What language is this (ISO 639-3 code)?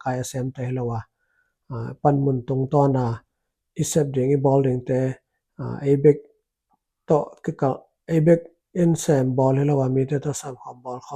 ctd